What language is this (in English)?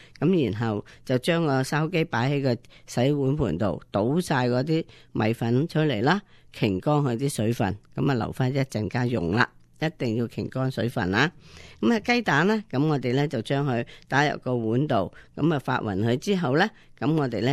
Cantonese